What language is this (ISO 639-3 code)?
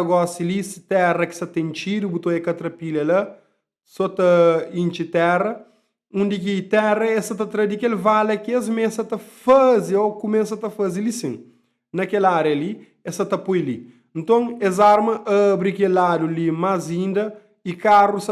kea